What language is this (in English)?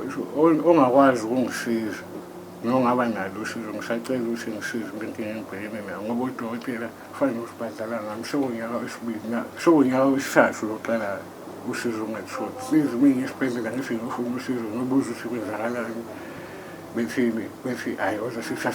Zulu